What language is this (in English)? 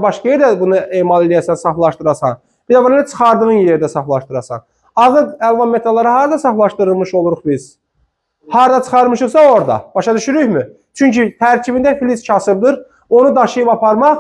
Azerbaijani